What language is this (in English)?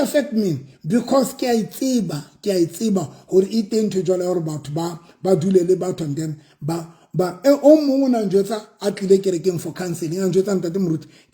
Southern Sotho